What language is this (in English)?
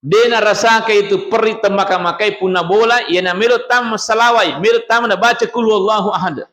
Buginese